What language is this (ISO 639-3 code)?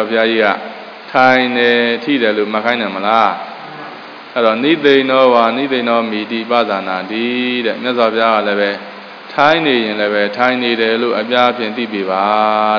mya